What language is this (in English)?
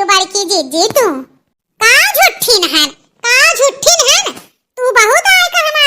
Awadhi